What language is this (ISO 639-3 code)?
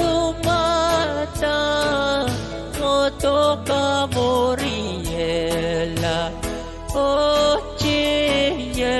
pon